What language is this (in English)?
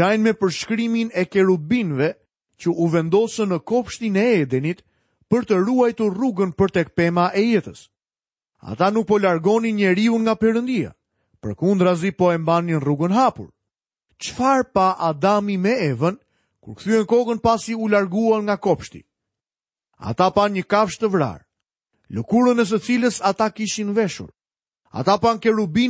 Albanian